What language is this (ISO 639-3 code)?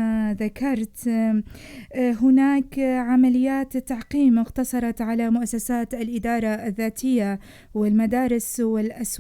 apc